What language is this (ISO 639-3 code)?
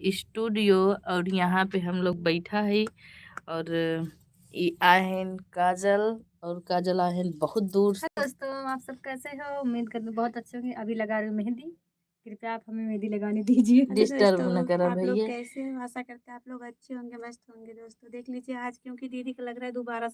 awa